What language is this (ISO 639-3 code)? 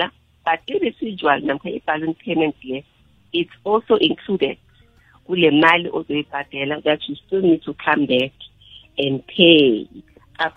nbl